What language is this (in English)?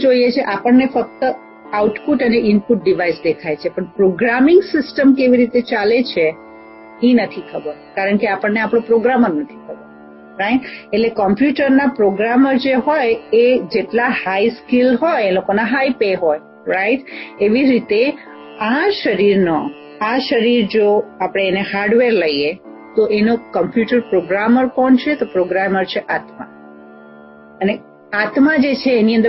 Gujarati